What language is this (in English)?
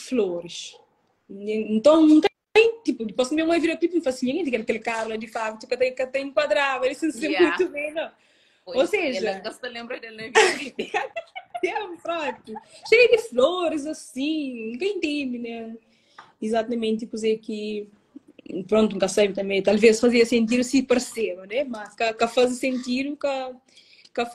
Kabuverdianu